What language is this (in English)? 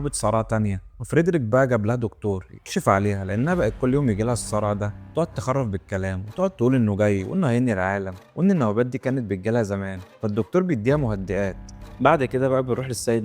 Egyptian Arabic